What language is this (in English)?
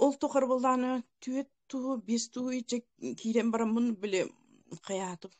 Yakut